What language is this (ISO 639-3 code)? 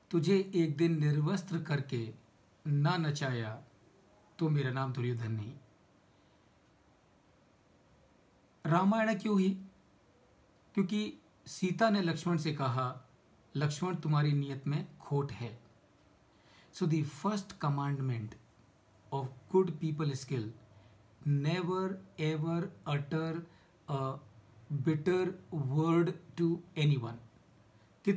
hin